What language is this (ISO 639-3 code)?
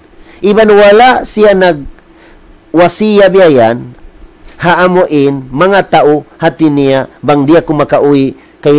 tsg